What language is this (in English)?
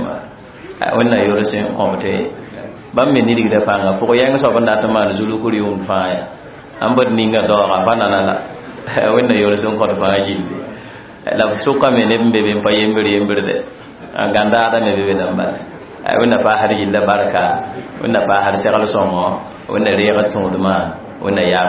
Mossi